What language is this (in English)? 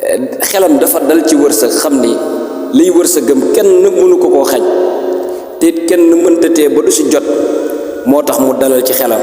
Wolof